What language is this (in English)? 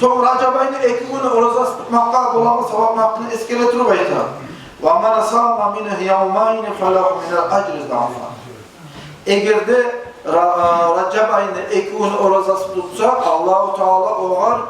Kumyk